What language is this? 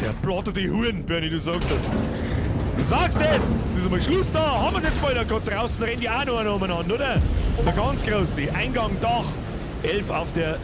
Bavarian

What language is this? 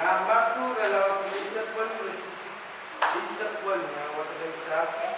Pohnpeian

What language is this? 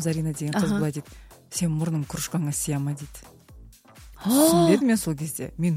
Kazakh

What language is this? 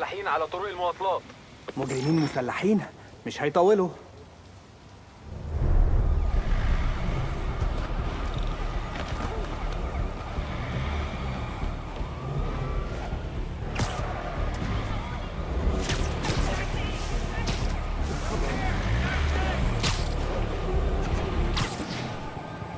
Egyptian Arabic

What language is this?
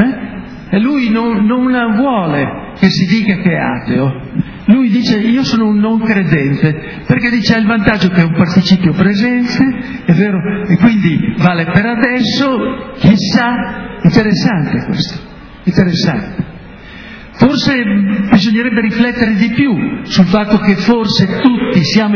Italian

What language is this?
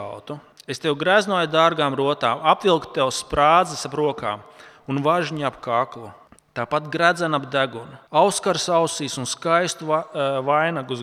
Latvian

